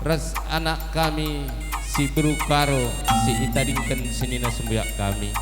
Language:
Batak Karo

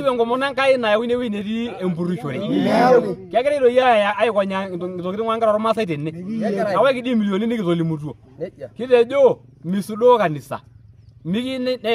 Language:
Masai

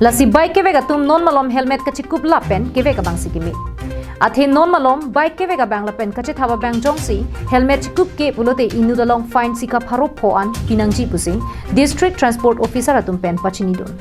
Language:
Karbi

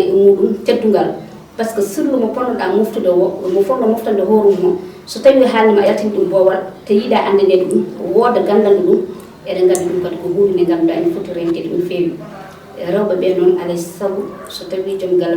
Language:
Fula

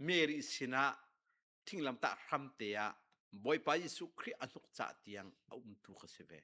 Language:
Hakha Chin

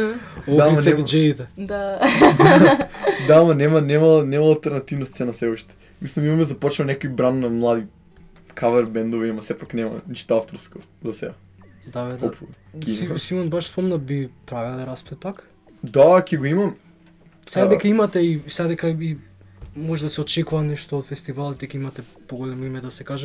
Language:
Macedonian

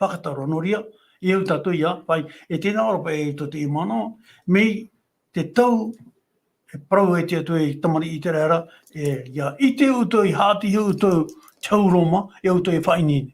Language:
Tahitian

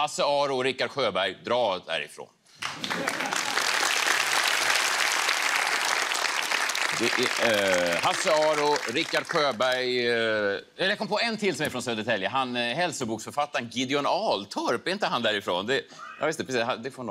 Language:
Swedish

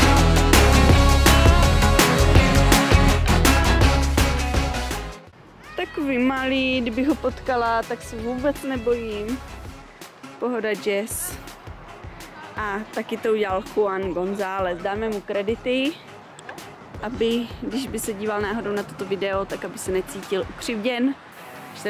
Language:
Czech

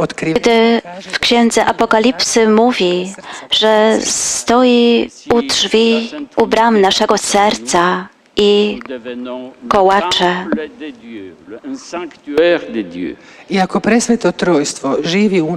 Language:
Polish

